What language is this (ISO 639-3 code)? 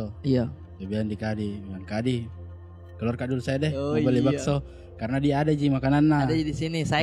mfp